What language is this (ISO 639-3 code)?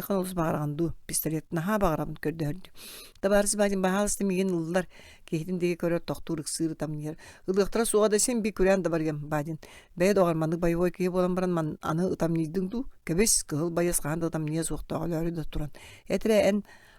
sah